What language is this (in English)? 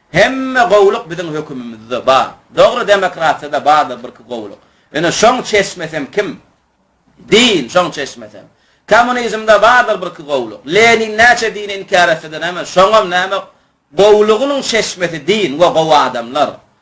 Turkmen